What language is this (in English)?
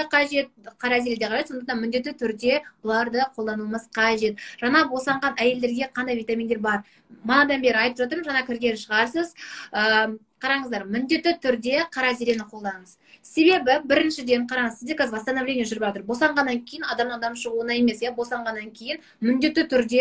Kazakh